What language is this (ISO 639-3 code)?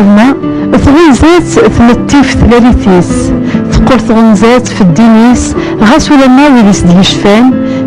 kab